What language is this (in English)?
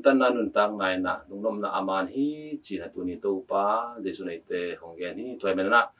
Tedim Chin